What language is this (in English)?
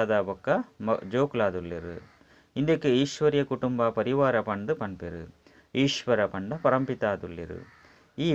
Tulu